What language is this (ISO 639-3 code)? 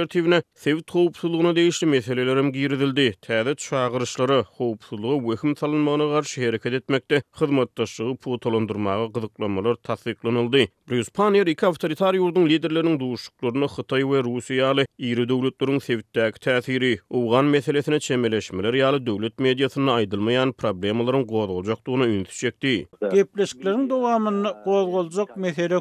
tuk